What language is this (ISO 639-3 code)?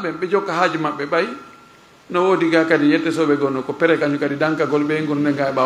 ful